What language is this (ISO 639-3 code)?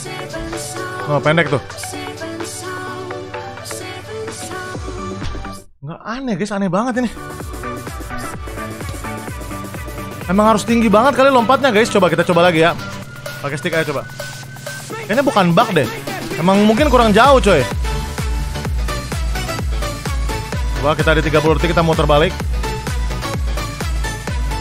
ind